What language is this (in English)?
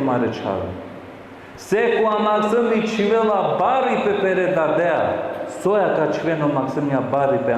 Balkan Romani